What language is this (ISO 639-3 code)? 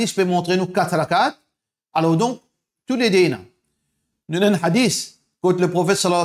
mfe